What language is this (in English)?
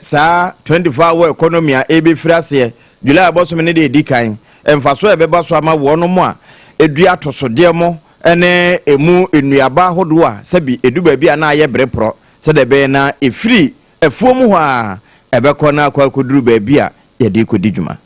Akan